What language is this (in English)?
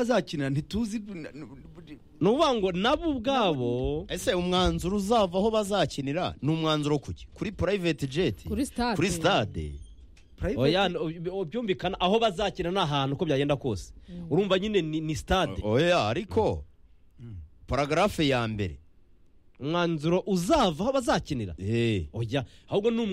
Kinyarwanda